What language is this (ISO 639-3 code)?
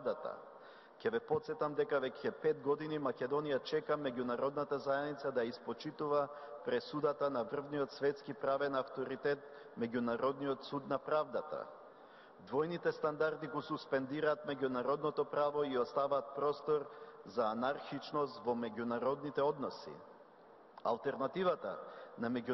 mkd